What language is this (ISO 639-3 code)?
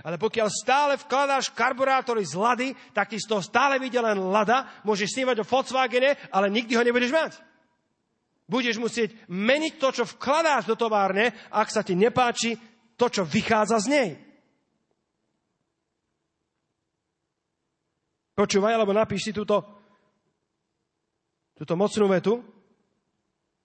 slk